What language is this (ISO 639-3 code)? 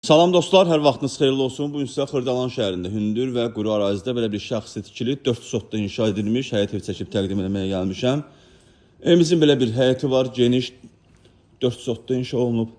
aze